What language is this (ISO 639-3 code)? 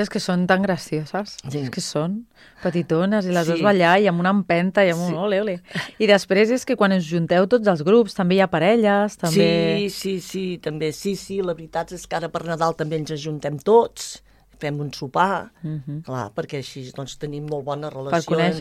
cat